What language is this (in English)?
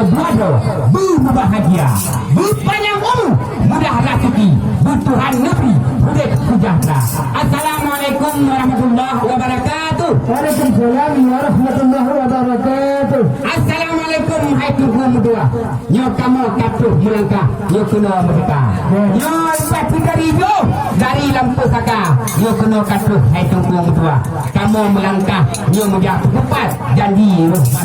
Achinese